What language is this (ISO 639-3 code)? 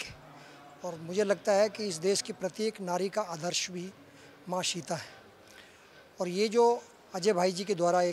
hin